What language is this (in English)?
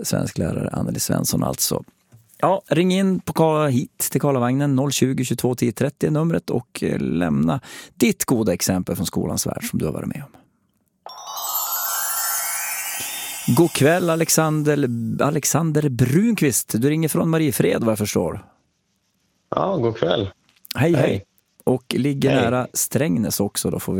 Swedish